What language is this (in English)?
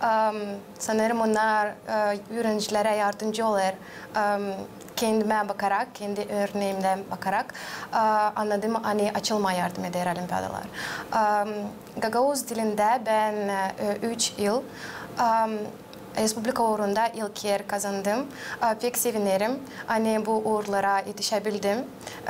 Gagauz